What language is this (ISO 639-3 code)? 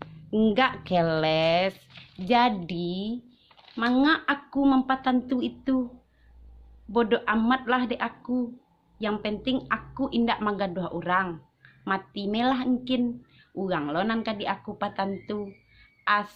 min